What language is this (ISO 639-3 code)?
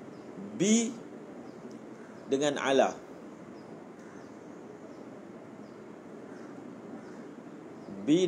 msa